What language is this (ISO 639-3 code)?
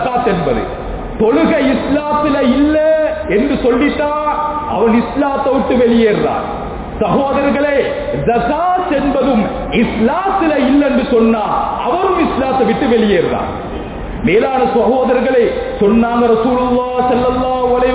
tam